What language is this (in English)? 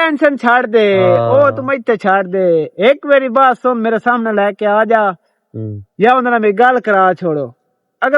Western Panjabi